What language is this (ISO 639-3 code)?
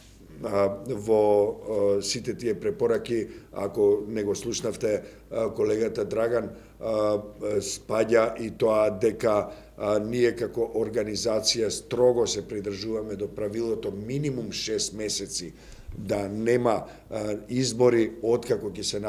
mkd